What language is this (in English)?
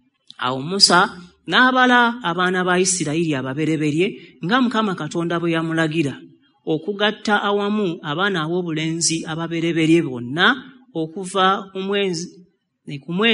Ganda